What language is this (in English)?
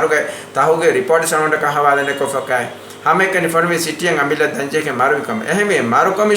Divehi